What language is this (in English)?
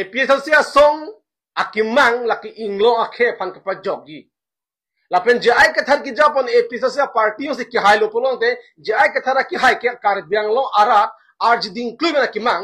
Karbi